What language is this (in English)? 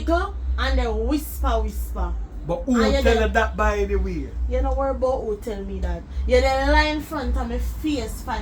Jamaican Creole English